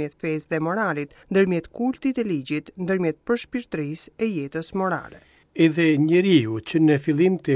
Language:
Albanian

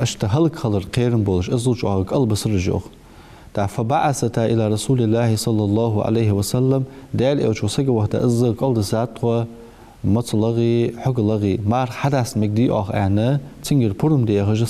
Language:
Ingush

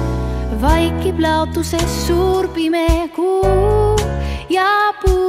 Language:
Estonian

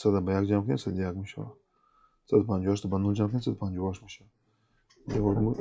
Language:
Tajik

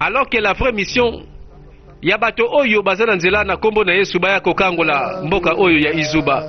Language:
Lingala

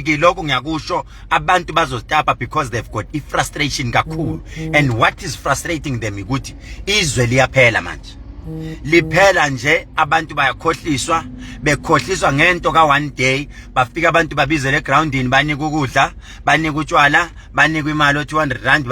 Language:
Zulu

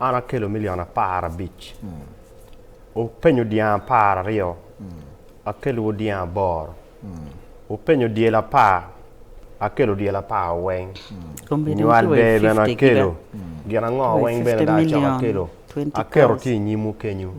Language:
Acoli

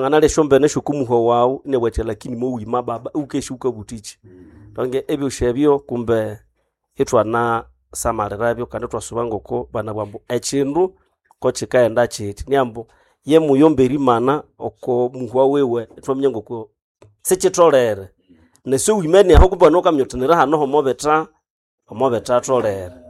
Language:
Nande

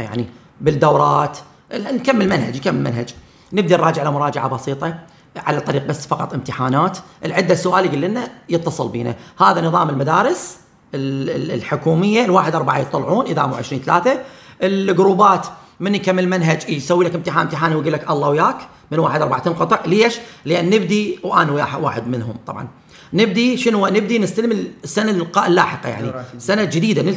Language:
Mesopotamian Arabic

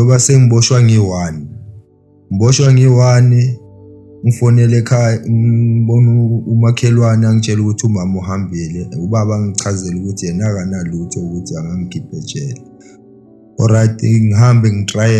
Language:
Zulu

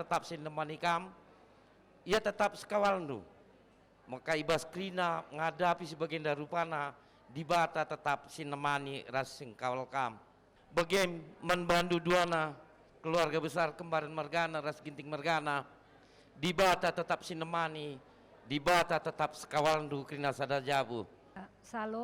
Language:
Batak Karo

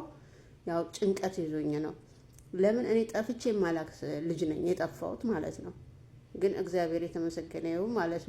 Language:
Amharic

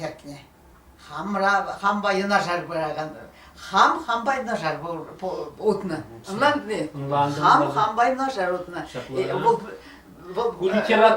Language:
Chuvash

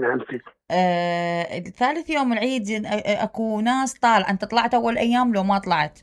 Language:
Mesopotamian Arabic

